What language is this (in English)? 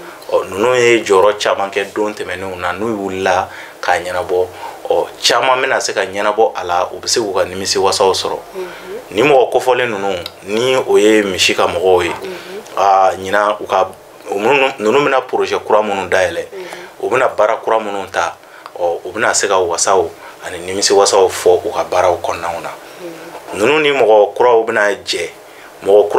Bambara